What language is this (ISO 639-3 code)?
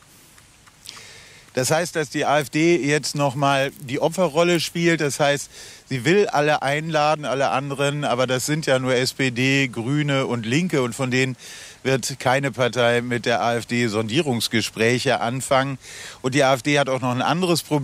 deu